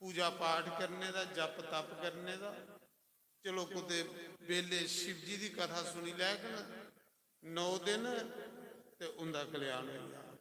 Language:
Dogri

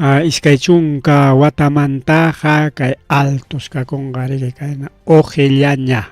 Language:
Ayacucho Quechua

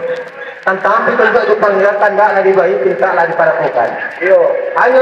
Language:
Minangkabau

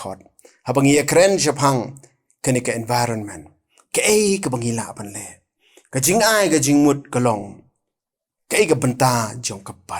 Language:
Khasi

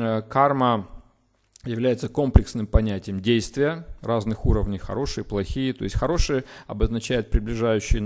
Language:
Russian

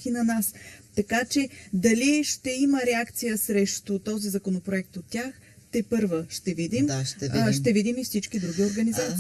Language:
Bulgarian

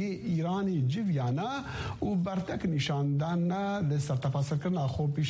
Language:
Kurdish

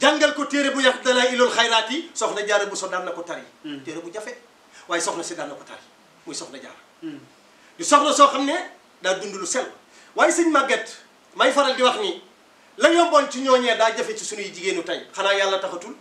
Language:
Wolof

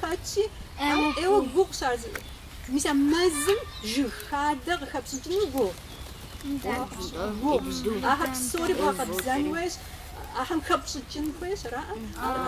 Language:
Kabardian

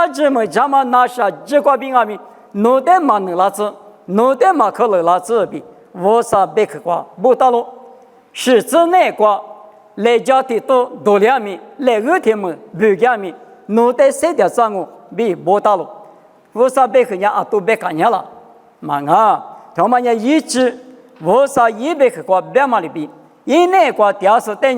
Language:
Lisu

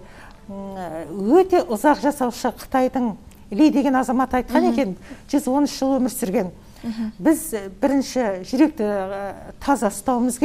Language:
Kazakh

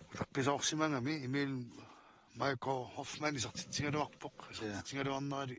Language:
Kalaallisut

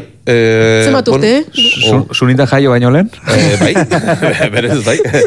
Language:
Basque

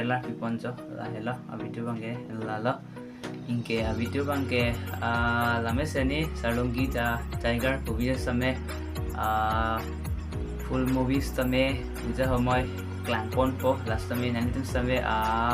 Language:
Karbi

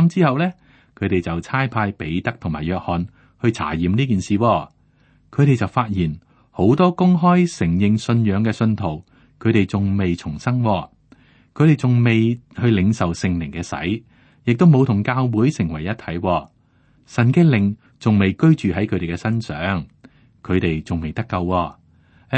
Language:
Cantonese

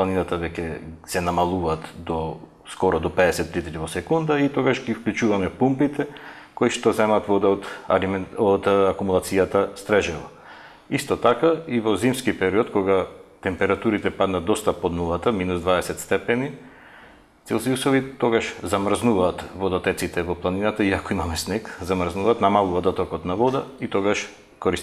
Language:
Macedonian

